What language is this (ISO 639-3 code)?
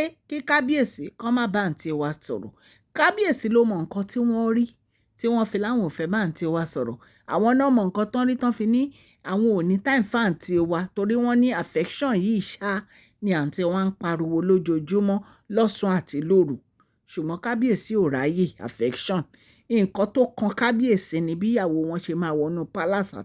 yor